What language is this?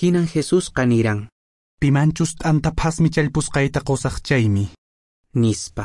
Quechua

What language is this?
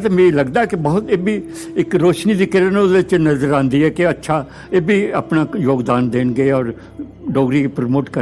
Dogri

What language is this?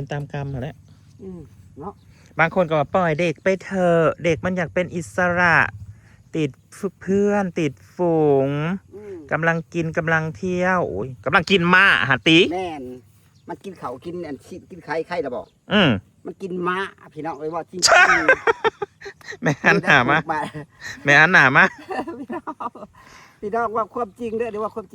Northeastern Thai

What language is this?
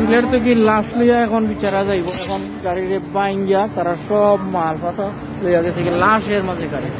Sylheti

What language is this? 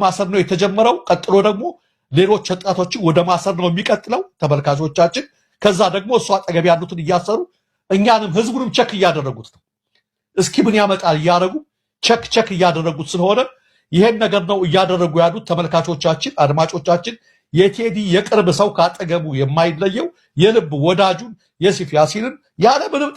Amharic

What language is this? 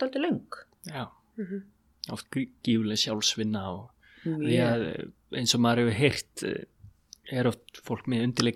Icelandic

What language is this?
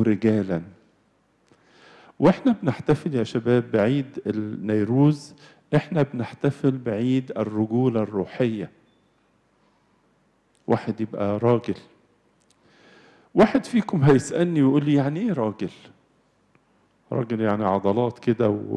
Egyptian Arabic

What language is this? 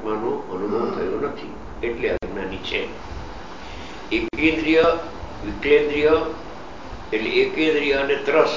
Gujarati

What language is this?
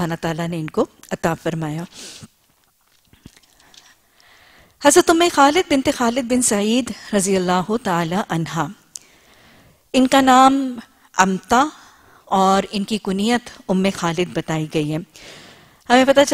Urdu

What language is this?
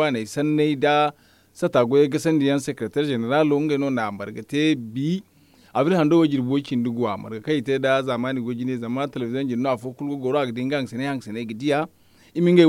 Zarma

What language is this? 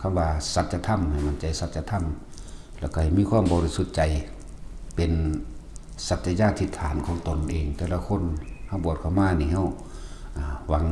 Northeastern Thai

